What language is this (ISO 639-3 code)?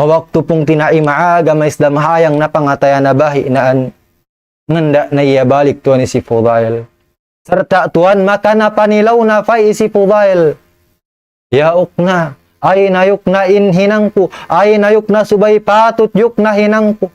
tsg